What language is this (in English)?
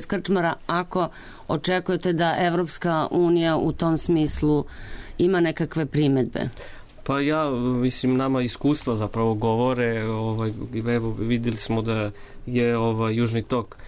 Serbian